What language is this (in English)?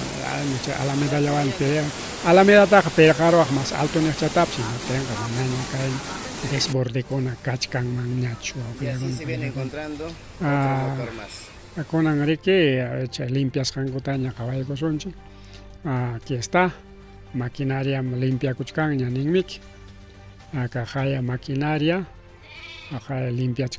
Ayacucho Quechua